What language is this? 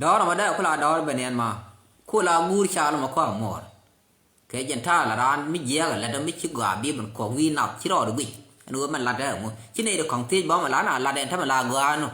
Nuer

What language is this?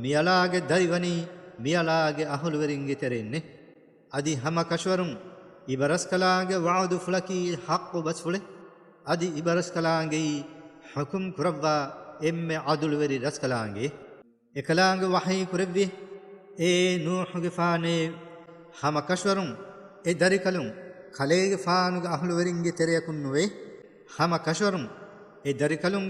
Divehi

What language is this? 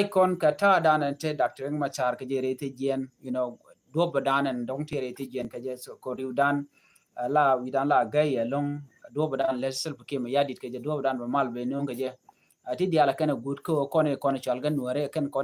Nuer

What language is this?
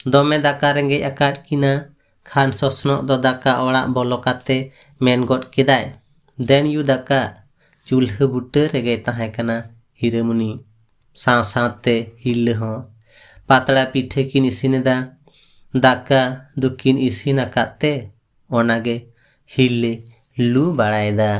Santali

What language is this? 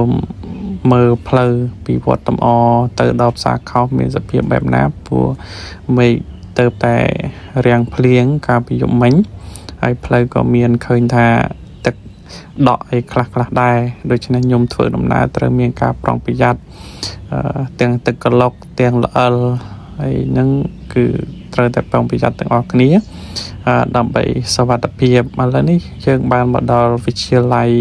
Khmer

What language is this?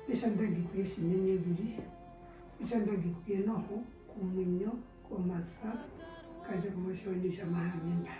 Herero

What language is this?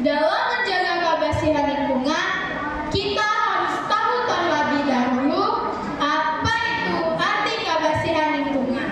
Banjar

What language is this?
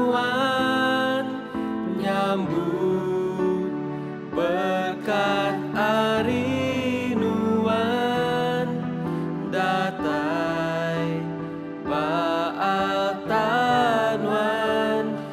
Iban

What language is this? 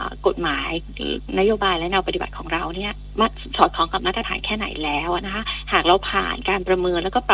Thai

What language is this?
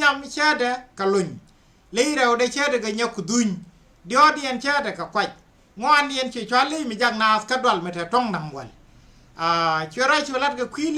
Nuer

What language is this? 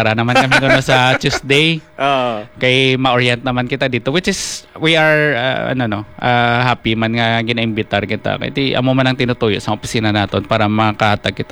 Hiligaynon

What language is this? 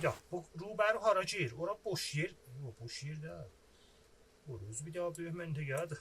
South Azerbaijani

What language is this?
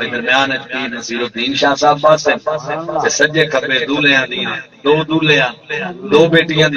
Saraiki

